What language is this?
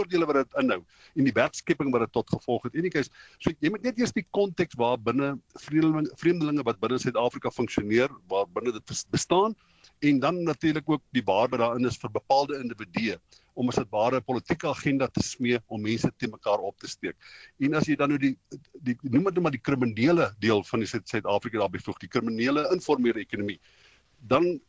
Afrikaans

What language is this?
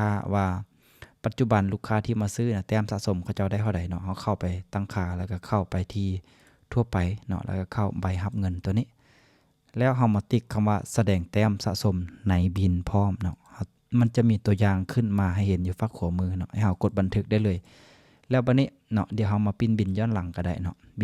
Lao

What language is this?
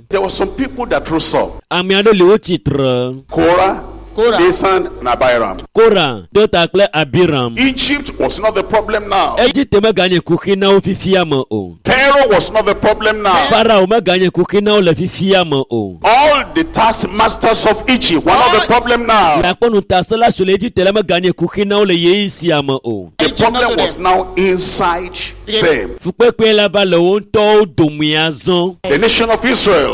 Ewe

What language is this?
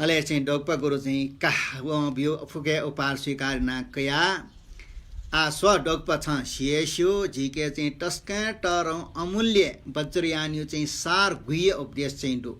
Newari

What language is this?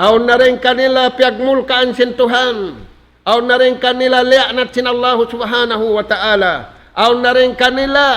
Tausug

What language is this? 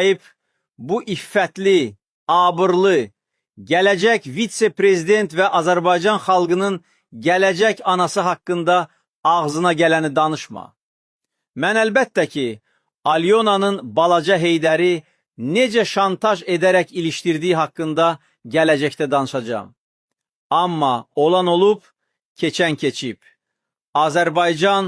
Azerbaijani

